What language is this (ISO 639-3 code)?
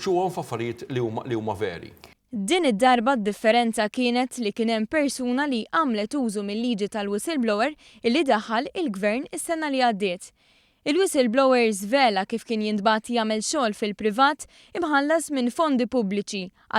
mlt